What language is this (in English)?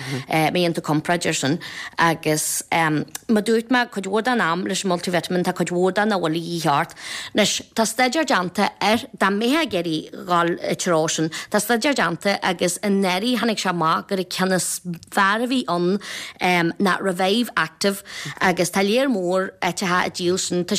Irish